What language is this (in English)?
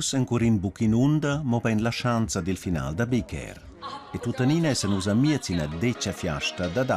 Romansh